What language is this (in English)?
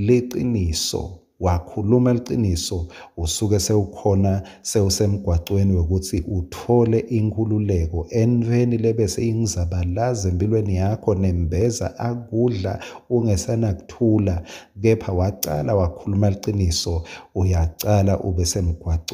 Swati